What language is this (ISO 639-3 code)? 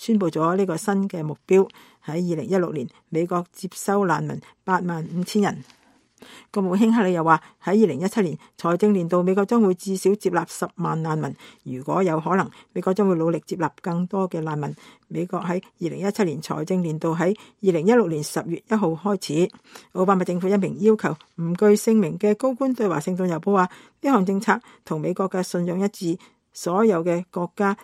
yue